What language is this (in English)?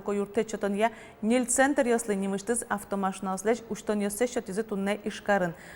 Udmurt